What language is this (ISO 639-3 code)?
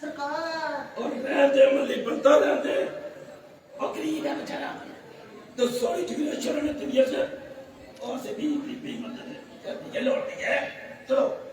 doi